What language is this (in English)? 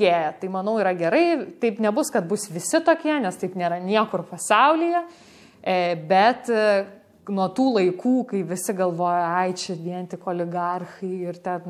Lithuanian